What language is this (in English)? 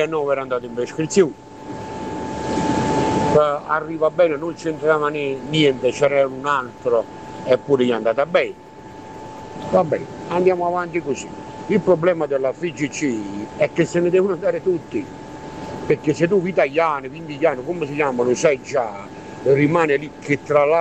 Italian